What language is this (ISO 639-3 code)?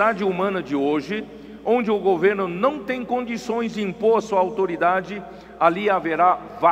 por